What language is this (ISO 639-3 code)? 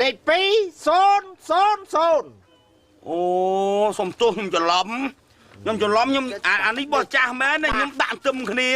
khm